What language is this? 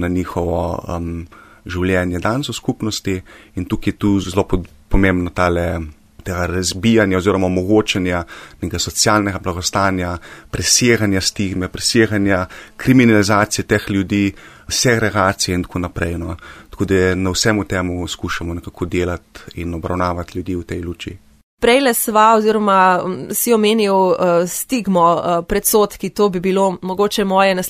Slovenian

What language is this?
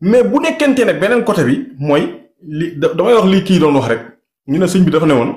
Wolof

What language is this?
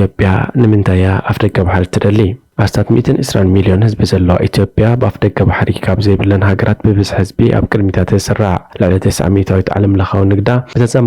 Tigrinya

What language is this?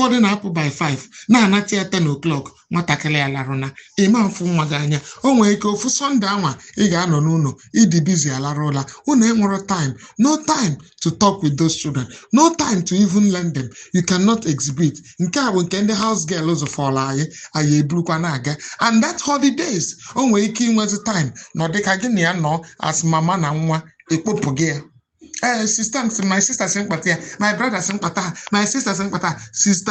Igbo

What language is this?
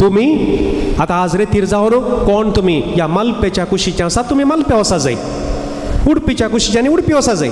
Konkani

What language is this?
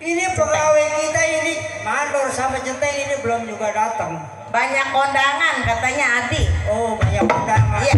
Betawi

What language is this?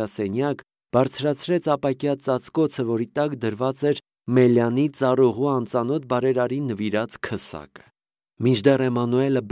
Armenian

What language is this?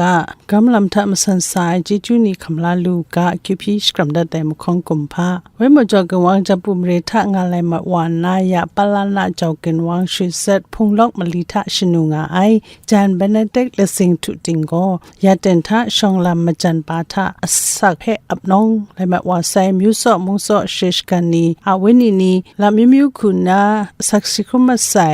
Kachin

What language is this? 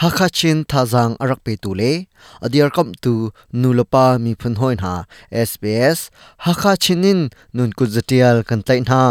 Hakha Chin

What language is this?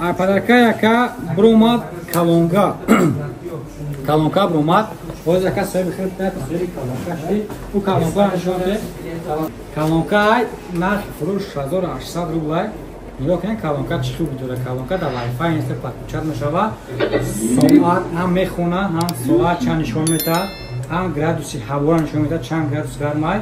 Tajik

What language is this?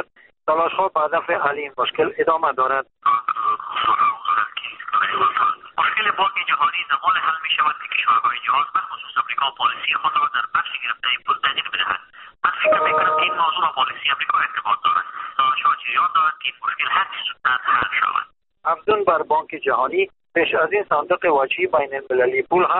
Persian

